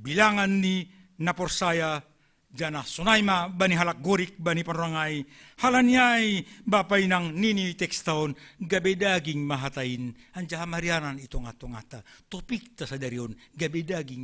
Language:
Batak Simalungun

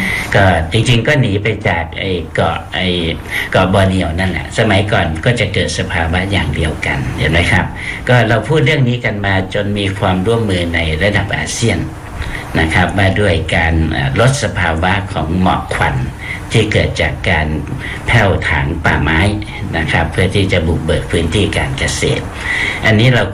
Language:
Thai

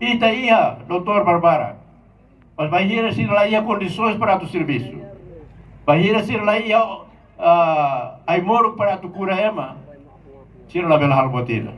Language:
Tetum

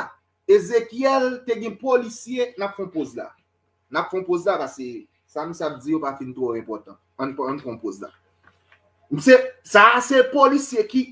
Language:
Haitian Creole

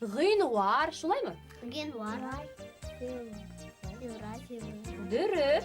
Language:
Bashkir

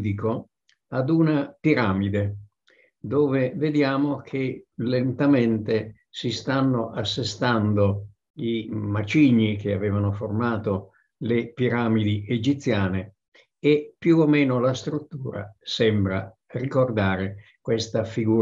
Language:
Italian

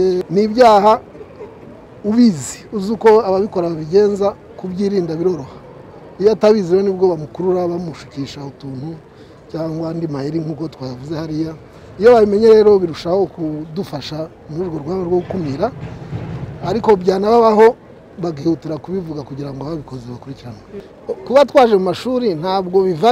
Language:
Kinyarwanda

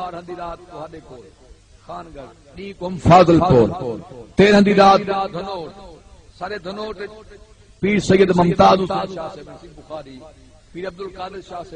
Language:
Saraiki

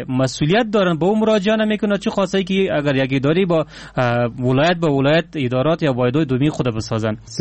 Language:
Persian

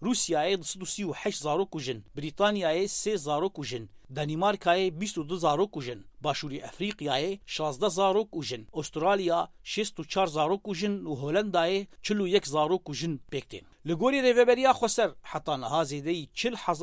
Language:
Kurdish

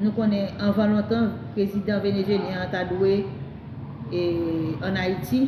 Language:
Haitian Creole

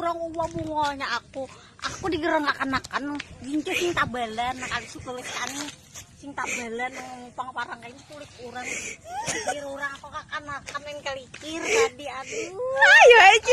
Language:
Banjar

